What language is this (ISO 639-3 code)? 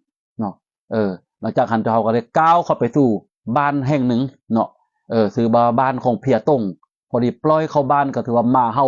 lao